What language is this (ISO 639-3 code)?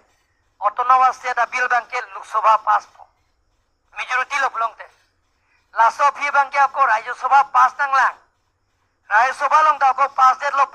mjw